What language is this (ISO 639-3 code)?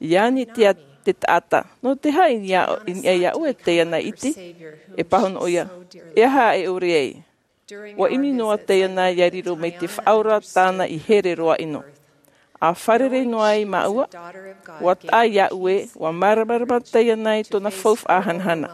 tah